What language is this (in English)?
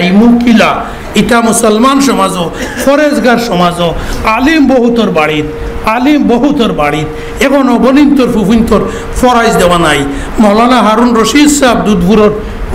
Sylheti